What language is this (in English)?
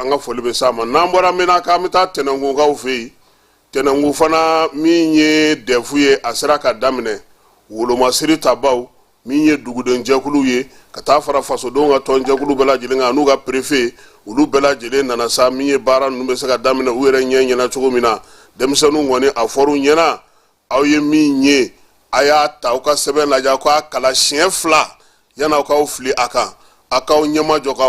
Bambara